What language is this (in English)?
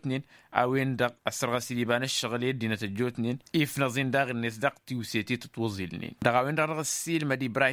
Tamasheq